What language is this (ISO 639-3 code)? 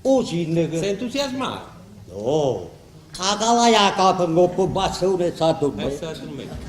nap